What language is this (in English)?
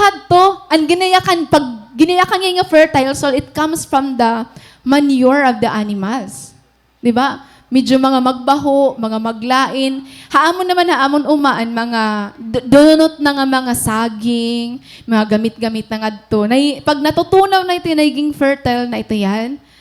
Waray